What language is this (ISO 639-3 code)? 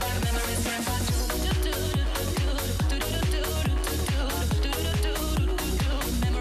slk